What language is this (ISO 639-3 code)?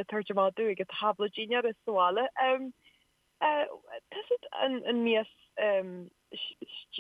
gle